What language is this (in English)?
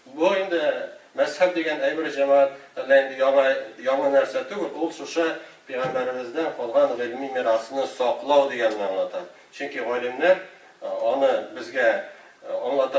Tatar